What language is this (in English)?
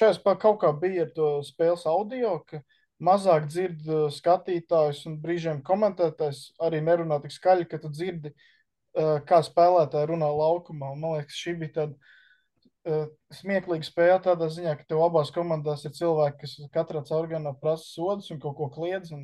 Latvian